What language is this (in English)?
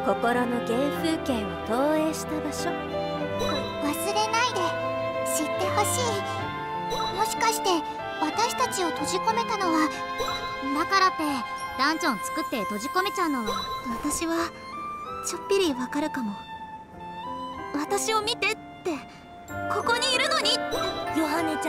Japanese